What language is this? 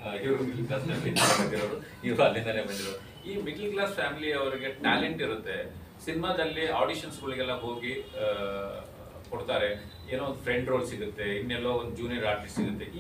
Kannada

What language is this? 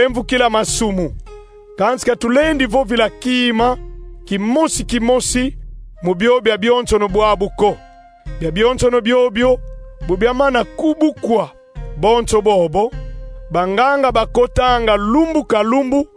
Kongo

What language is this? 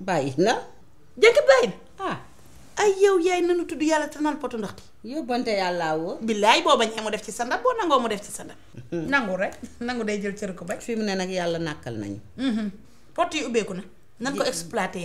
Wolof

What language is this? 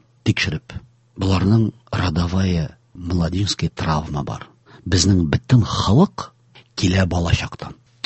Tatar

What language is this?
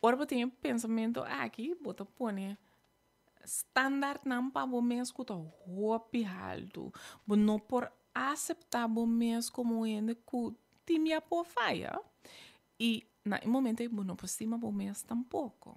Papiamento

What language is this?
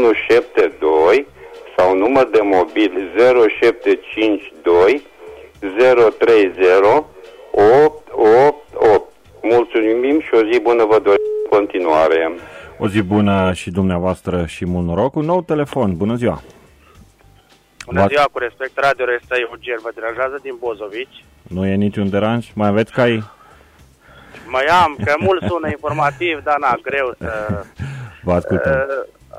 Romanian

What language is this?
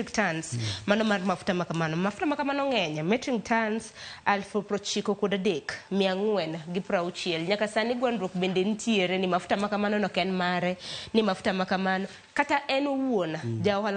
Luo (Kenya and Tanzania)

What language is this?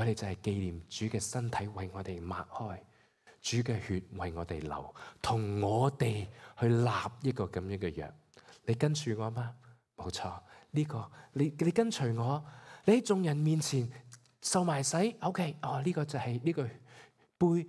Cantonese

